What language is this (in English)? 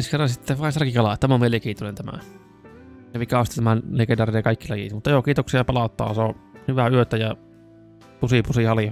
Finnish